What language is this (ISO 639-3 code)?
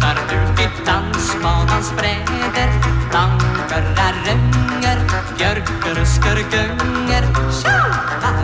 nor